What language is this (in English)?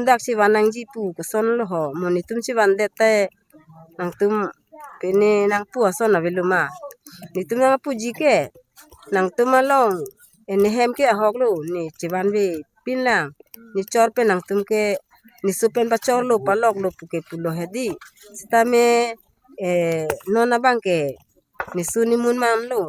Karbi